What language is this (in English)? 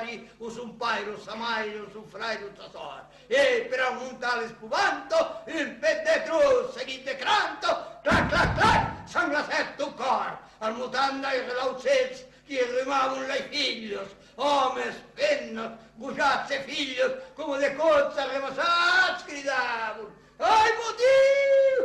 Occitan